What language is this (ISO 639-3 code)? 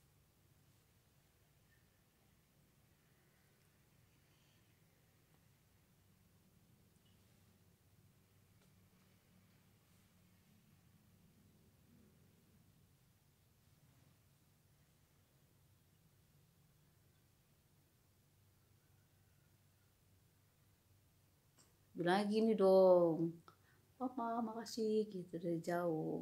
ind